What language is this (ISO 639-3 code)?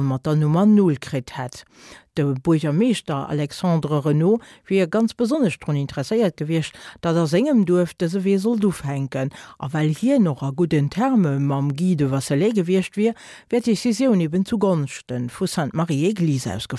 ltz